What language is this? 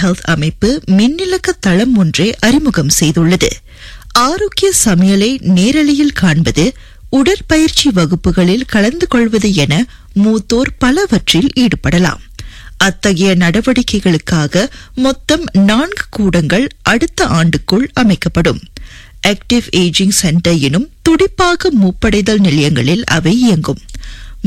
Tamil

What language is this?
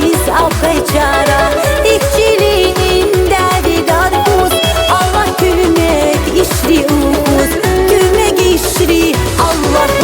Tabassaran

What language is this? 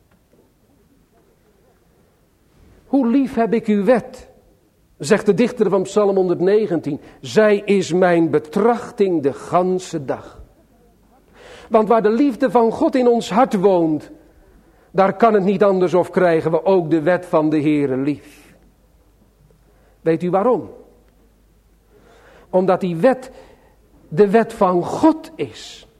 Dutch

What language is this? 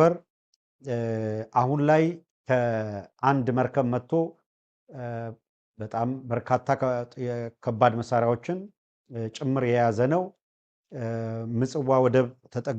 Amharic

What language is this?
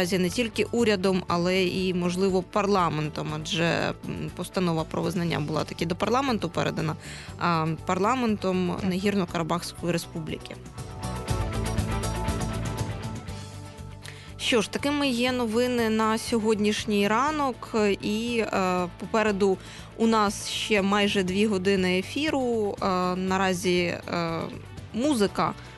Ukrainian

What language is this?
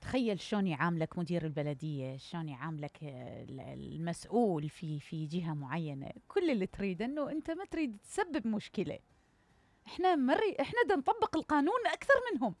Mesopotamian Arabic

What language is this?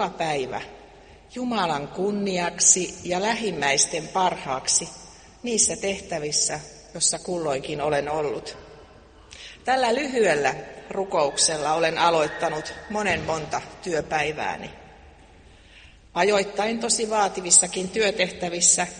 Finnish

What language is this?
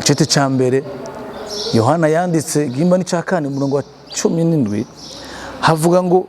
Rundi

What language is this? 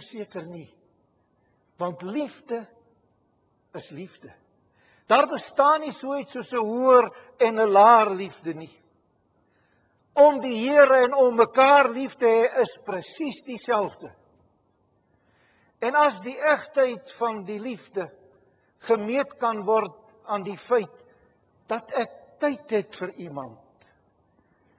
Afrikaans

